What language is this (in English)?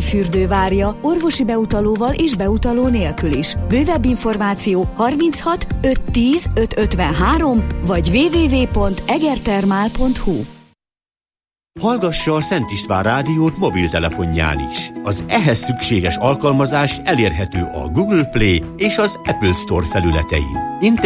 Hungarian